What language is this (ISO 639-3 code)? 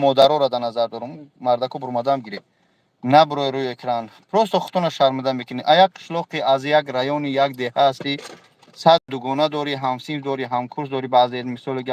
tgk